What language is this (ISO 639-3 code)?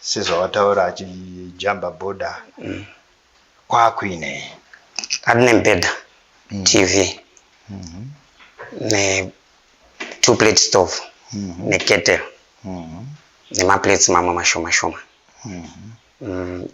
sna